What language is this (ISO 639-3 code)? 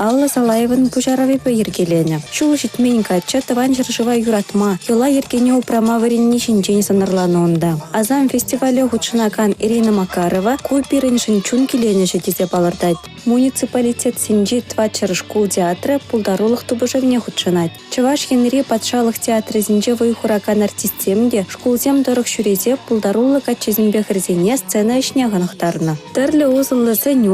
chv